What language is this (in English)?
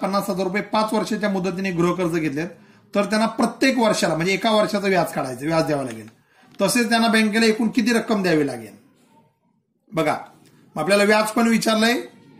Marathi